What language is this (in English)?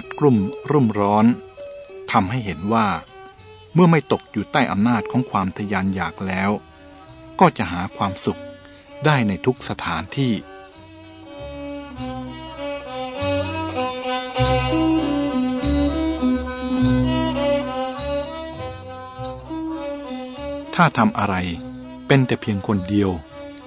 Thai